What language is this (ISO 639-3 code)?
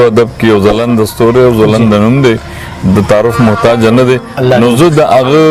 pus